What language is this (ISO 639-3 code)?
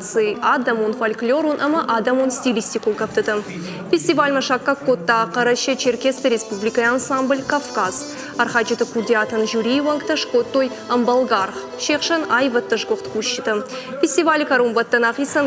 oss